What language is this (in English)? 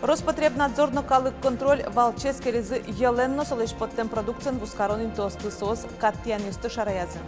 Udmurt